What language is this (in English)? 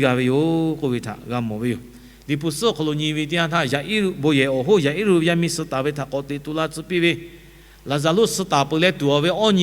Lahu